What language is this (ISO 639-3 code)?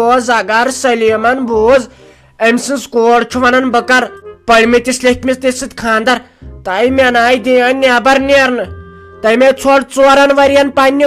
kas